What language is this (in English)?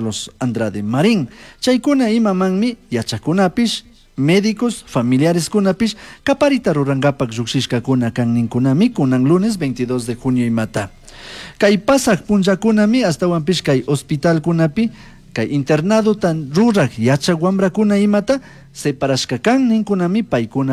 Chimborazo Highland Quichua